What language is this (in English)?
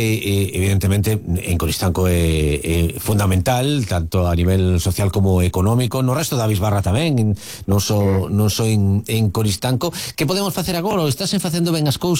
Galician